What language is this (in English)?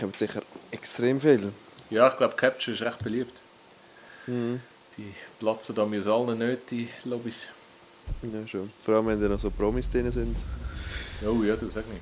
Swiss German